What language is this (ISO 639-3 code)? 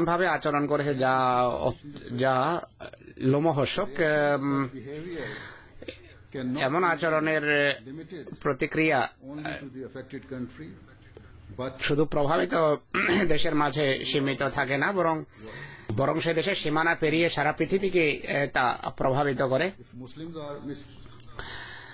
ben